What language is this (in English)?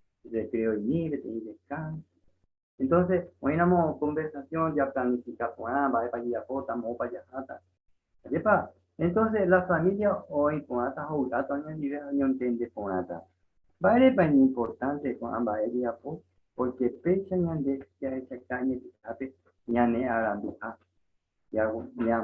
Guarani